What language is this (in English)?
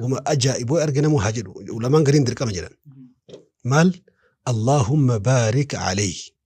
Oromo